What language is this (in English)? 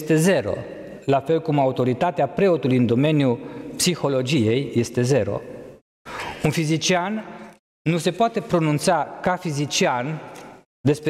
Romanian